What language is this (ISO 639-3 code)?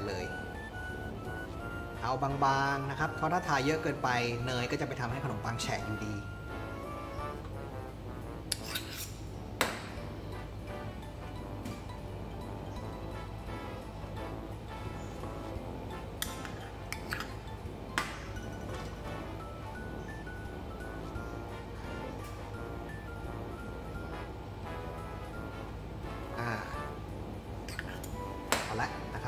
tha